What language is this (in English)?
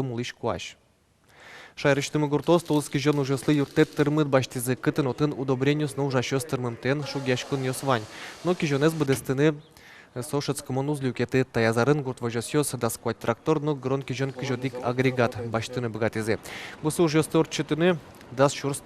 Udmurt